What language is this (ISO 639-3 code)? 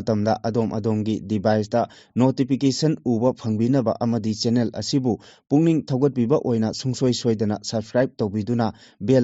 mni